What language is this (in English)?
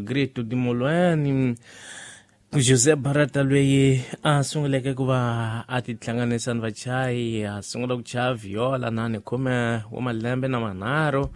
Tsonga